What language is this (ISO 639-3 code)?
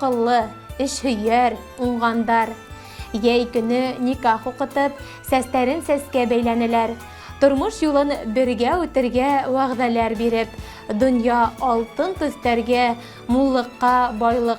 bak